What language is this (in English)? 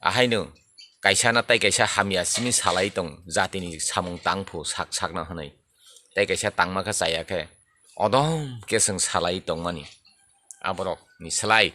Kok Borok